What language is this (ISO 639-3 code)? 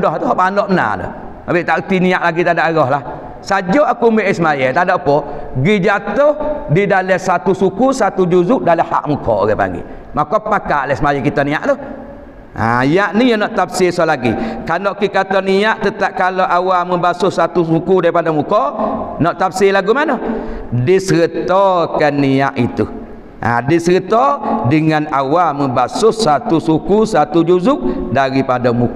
msa